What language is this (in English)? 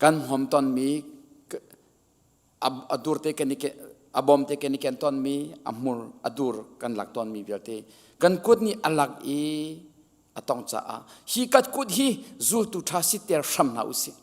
Hakha Chin